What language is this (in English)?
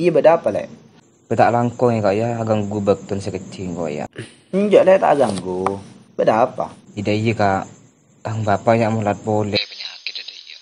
Madurese